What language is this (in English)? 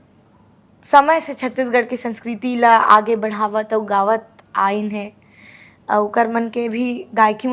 Chhattisgarhi